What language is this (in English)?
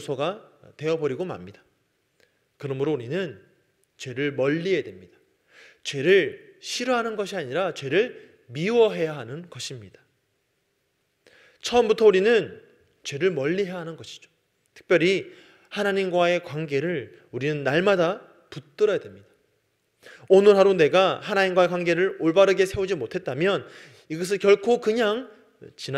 Korean